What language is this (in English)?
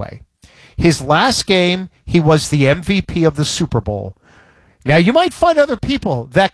English